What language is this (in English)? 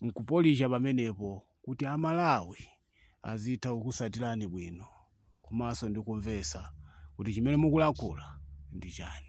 Nyanja